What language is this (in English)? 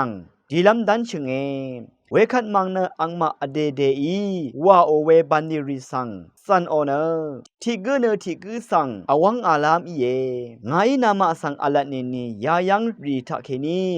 Rawang